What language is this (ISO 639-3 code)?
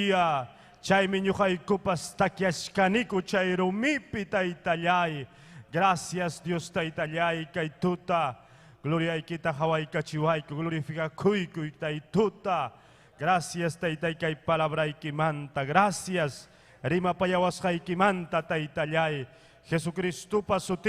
quy